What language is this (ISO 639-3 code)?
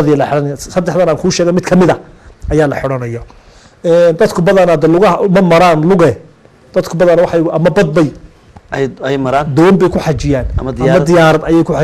som